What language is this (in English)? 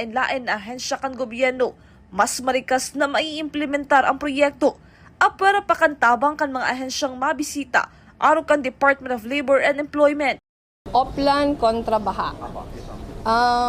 Bikol